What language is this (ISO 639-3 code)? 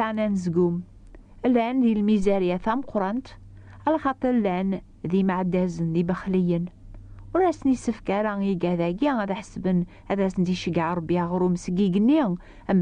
kab